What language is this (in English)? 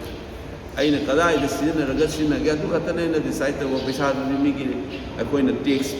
Manipuri